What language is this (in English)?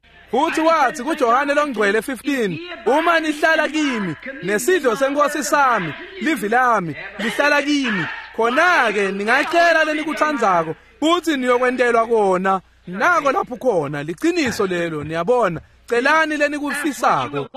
Swati